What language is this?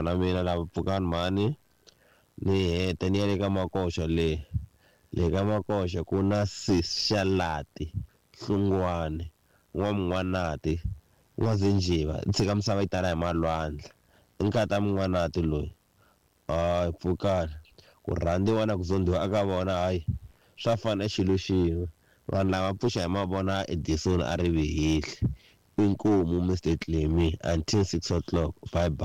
Tsonga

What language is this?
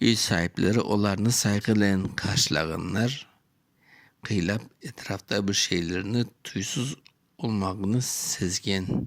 Crimean Tatar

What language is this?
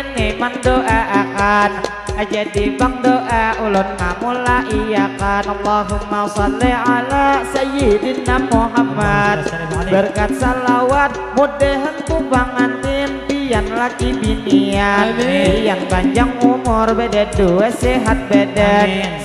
Banjar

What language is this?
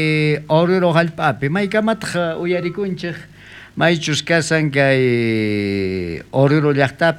South Bolivian Quechua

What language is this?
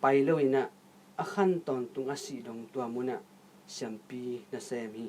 Tedim Chin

